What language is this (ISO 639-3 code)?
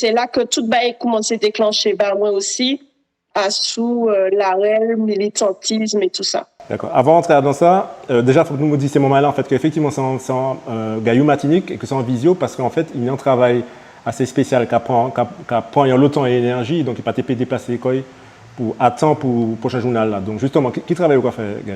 gcf